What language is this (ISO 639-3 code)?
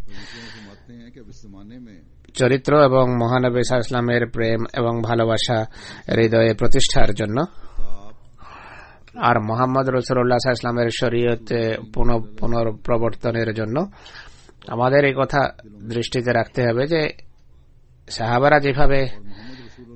ben